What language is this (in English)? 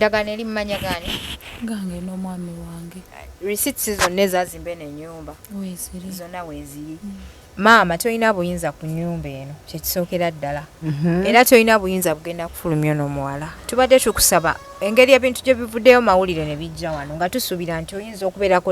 Ganda